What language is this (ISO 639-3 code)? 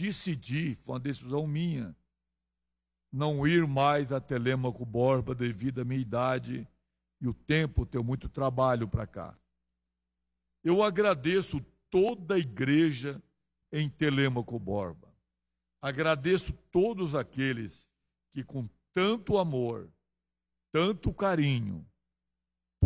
por